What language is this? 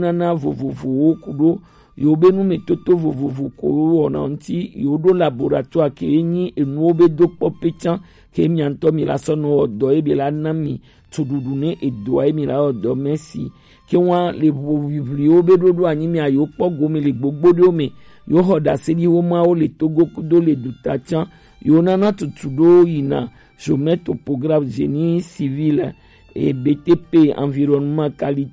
Gen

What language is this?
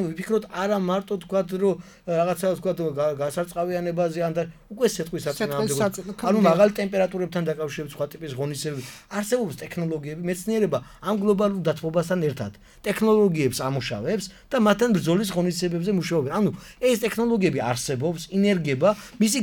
Georgian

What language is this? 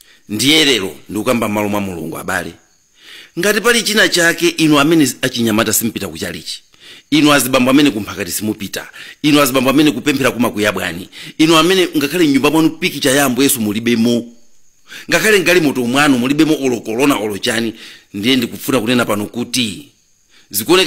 Nyanja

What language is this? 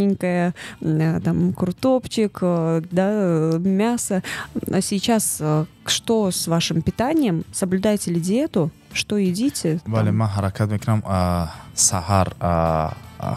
Tajik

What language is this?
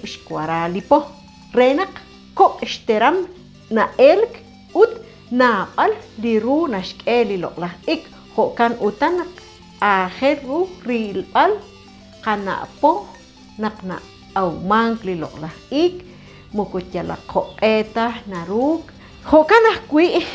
Kekchí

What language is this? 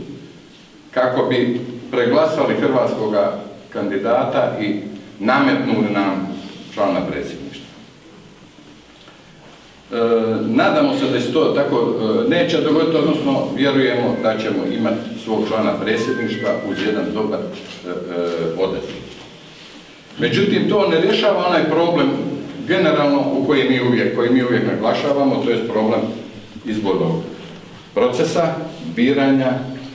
Croatian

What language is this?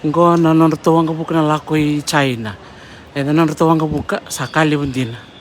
Fijian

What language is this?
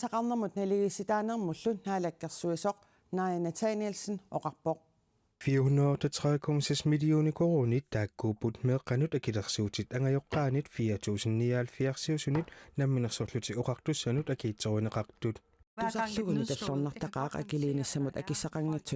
Kalaallisut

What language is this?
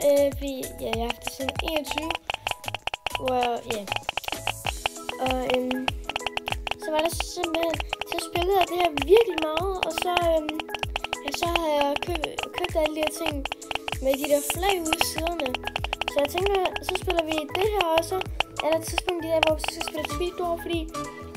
Danish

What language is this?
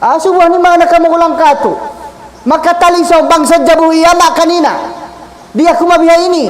Tausug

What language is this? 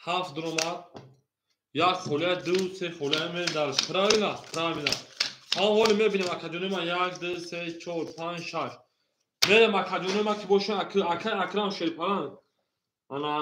Tajik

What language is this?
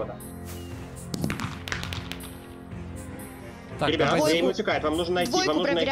Russian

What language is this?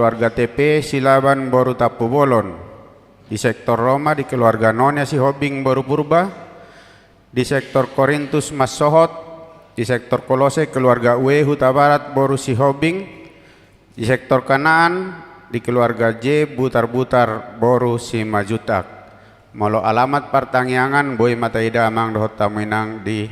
Batak Toba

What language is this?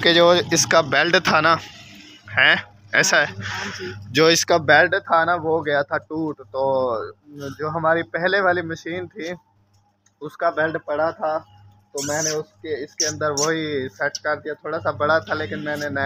Hindi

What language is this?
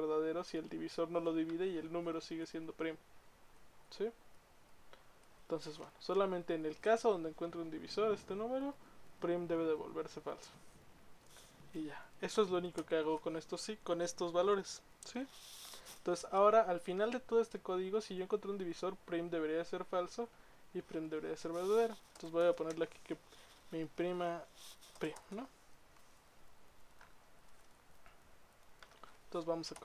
Spanish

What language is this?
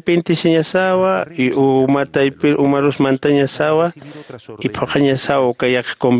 Aymara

